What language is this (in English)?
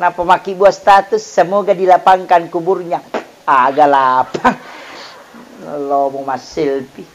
Buginese